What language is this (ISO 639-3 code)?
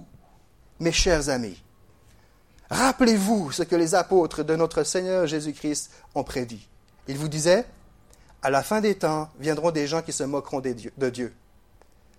fra